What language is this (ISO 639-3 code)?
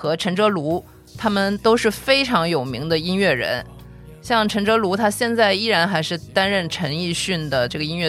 zho